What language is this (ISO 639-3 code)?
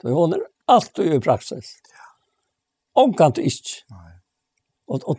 fao